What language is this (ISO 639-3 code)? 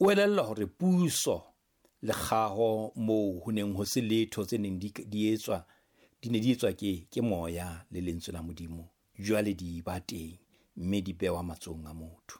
sot